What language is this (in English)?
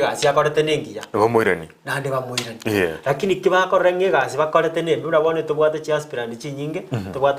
Gusii